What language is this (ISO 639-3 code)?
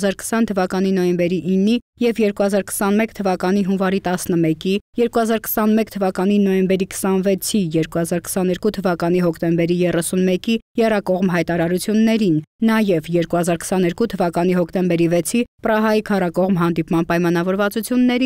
hye